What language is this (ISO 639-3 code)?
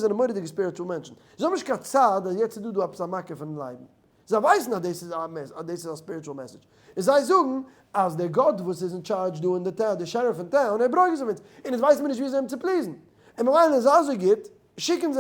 yid